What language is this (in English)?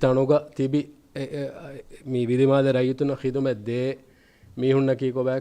Divehi